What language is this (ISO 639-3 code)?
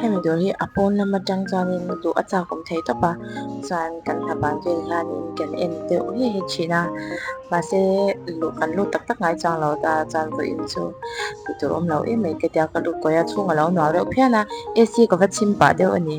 lus